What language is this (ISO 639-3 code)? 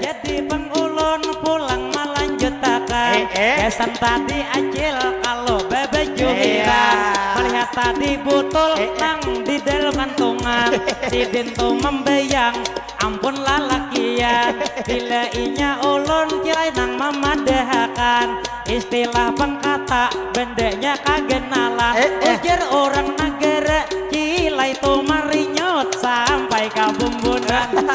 bjn